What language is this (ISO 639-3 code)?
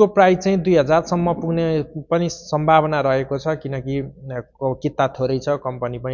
nep